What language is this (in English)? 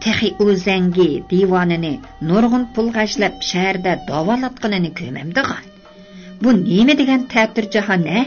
Uyghur